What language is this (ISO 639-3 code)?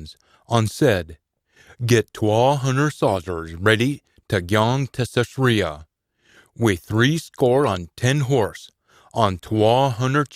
sco